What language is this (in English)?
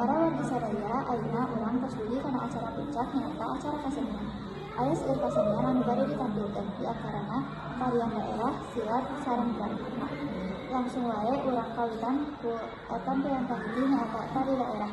Sundanese